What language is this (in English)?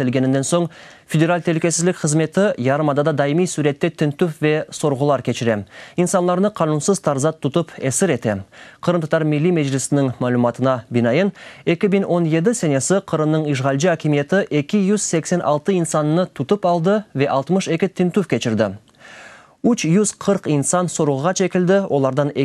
Crimean Tatar